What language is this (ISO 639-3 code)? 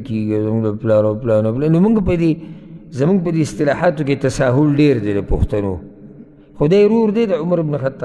pus